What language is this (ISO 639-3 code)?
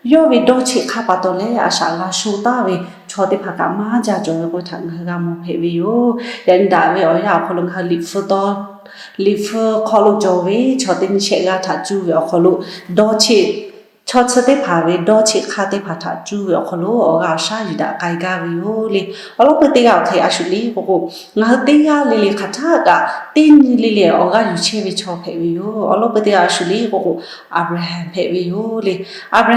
lhu